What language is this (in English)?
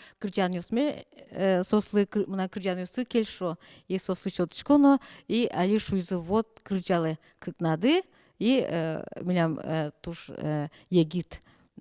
Udmurt